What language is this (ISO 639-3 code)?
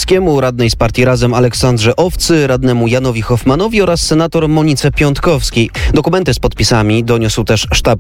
pol